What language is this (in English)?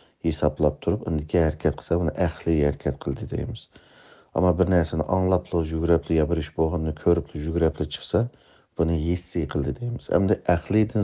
Uyghur